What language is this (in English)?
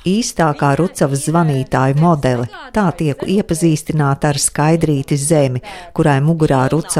Latvian